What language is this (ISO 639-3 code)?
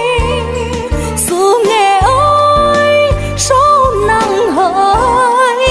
vie